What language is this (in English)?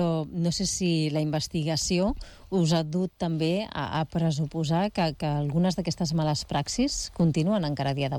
Catalan